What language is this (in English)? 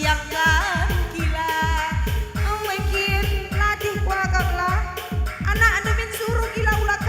Batak Karo